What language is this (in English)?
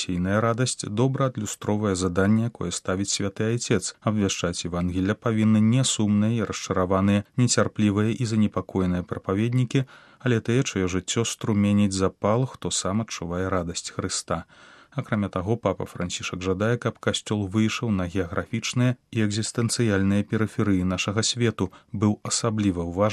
Belarusian